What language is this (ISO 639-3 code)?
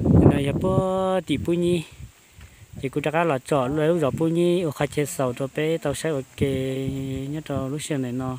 hmn